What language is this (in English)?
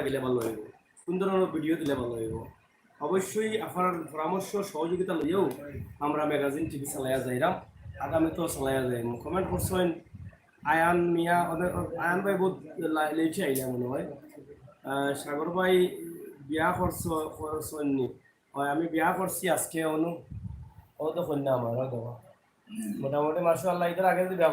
Sylheti